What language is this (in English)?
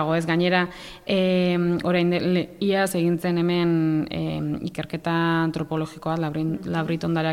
Basque